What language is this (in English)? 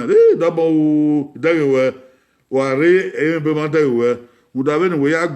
Bini